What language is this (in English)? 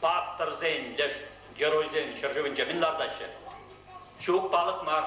Chuvash